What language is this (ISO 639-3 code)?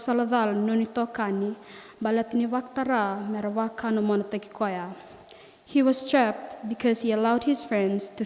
fij